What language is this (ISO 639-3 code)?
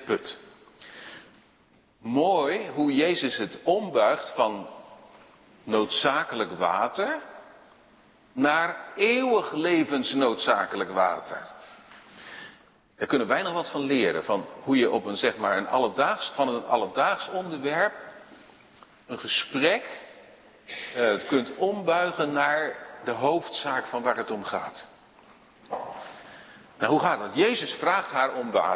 nld